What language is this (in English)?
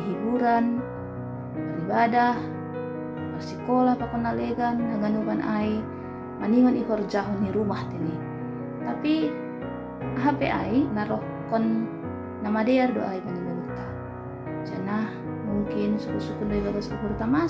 Batak Simalungun